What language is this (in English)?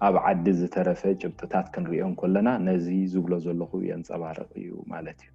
Tigrinya